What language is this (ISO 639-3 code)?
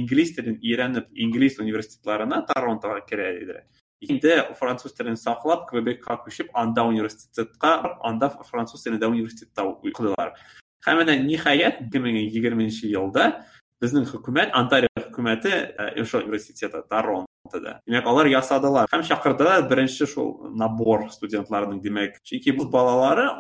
tat